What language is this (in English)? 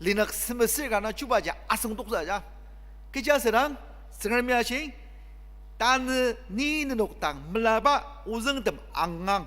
Ao Naga